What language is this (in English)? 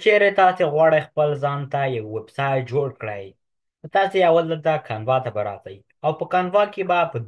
Pashto